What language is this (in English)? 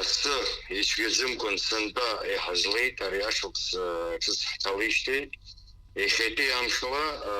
Abkhazian